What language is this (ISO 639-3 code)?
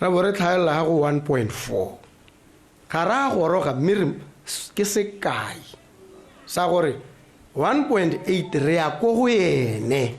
tsn